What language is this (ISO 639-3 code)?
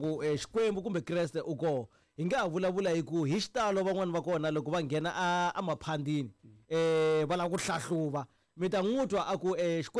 tso